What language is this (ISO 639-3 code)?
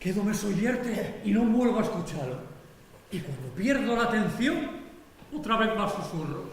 ast